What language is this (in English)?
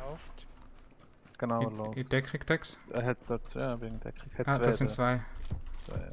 Swiss German